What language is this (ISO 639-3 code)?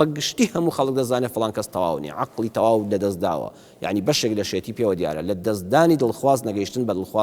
ckb